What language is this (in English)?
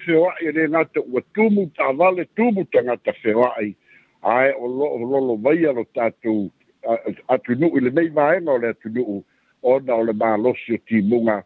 Samoan